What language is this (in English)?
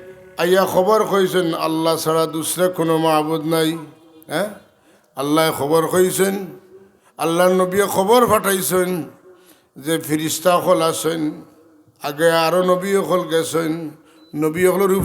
Sylheti